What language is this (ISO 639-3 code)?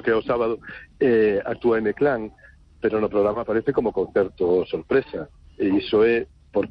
glg